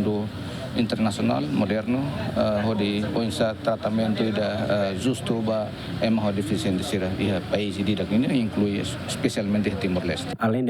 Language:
Tetum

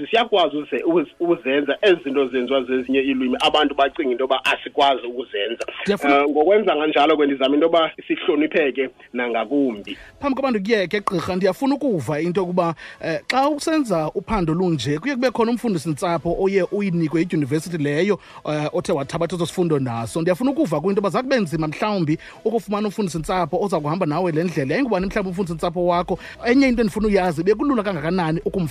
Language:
Xhosa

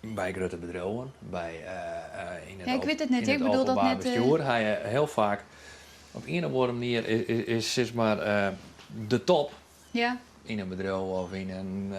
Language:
Western Frisian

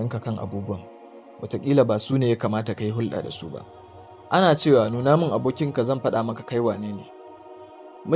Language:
Hausa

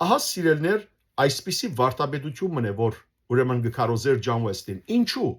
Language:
Western Armenian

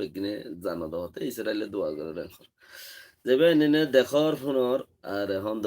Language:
Rohingya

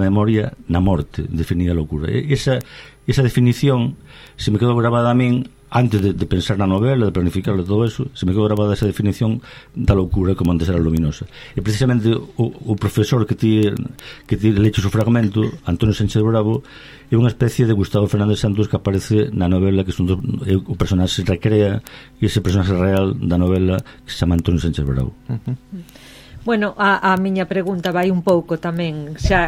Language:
Galician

